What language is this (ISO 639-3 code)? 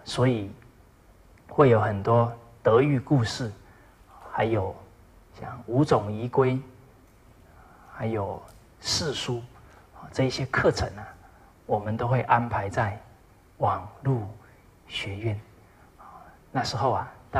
zho